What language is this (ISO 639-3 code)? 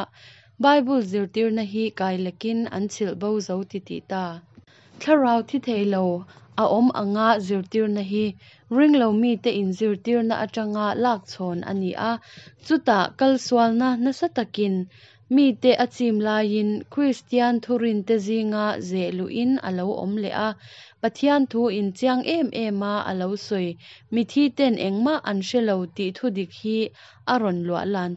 lus